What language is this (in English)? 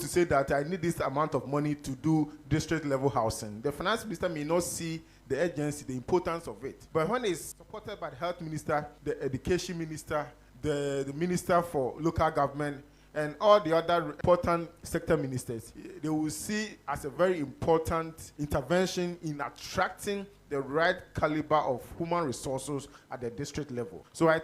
Akan